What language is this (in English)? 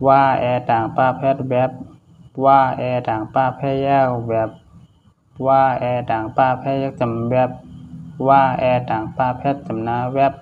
Shan